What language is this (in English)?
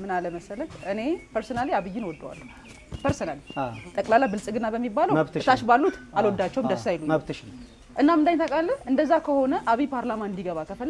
Amharic